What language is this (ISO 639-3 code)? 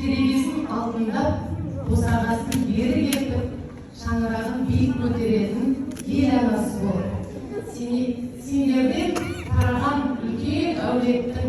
kaz